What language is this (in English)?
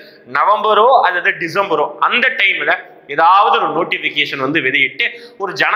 Tamil